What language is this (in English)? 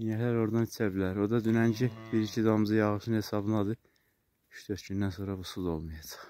Azerbaijani